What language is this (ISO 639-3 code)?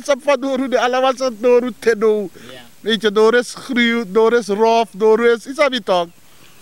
srn